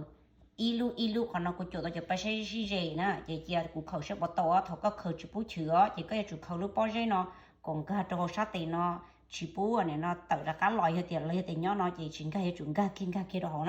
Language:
Hmong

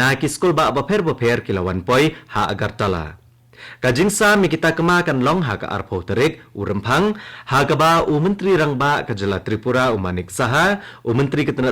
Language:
Khasi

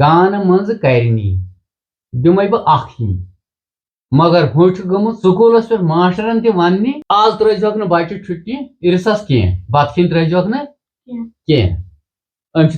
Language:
Kashmiri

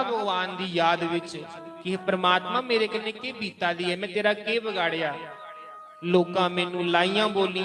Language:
Dogri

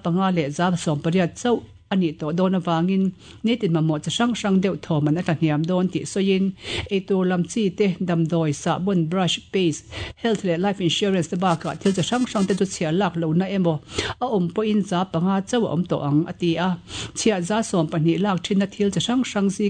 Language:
Mizo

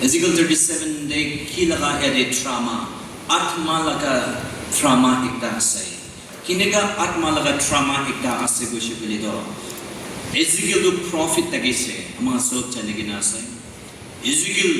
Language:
Naga Pidgin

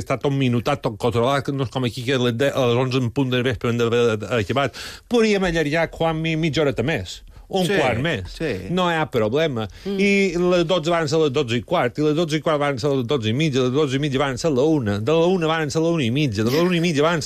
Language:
Catalan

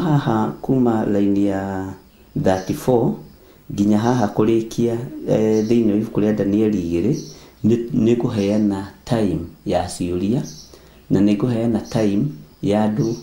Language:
Kikuyu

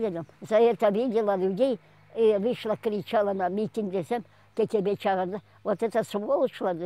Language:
Crimean Tatar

